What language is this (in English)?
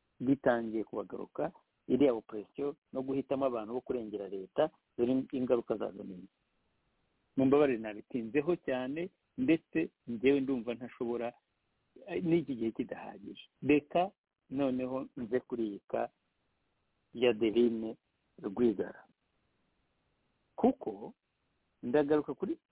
Kinyarwanda